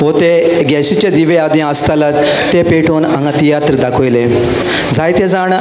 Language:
Konkani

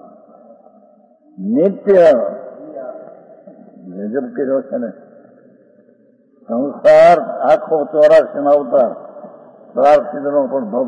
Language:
Gujarati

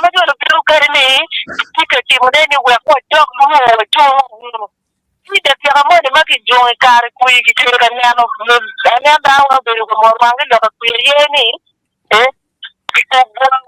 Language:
Acoli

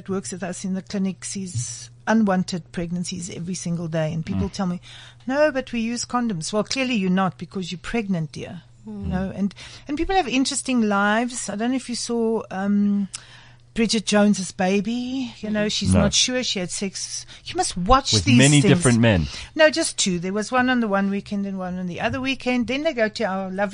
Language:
English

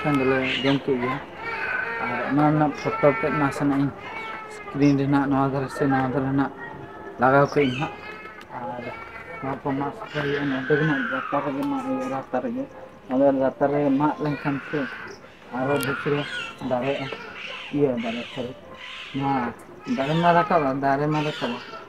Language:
Santali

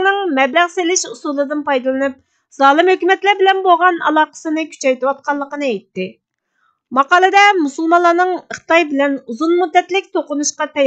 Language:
Uyghur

